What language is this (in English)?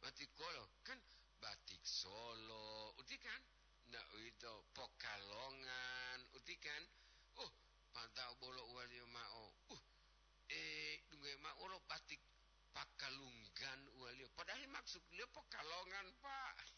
Gorontalo